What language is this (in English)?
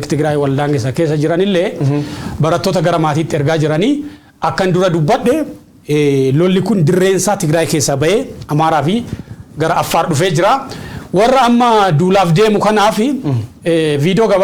Oromo